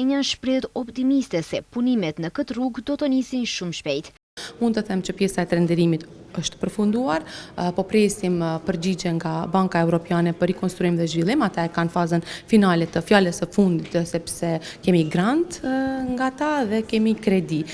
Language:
Albanian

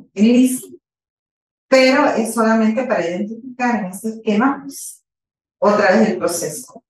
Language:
Spanish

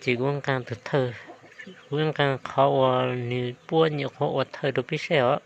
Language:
Hmong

